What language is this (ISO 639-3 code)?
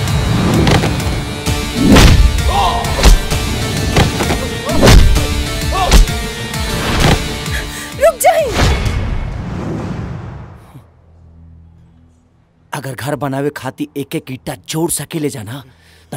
bho